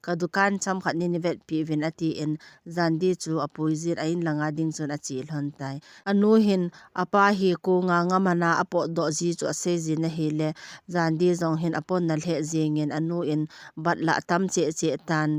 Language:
Thado Chin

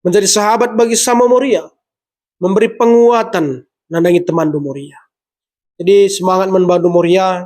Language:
Batak Karo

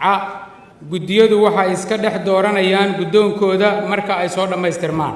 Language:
Somali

